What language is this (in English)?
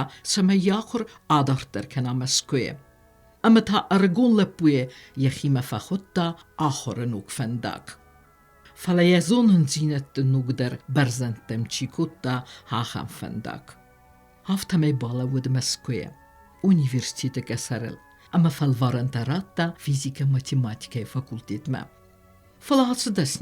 Ossetic